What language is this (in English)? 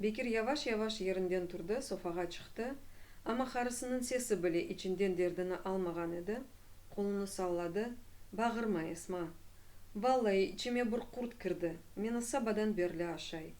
Crimean Tatar